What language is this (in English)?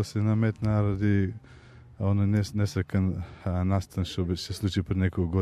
Macedonian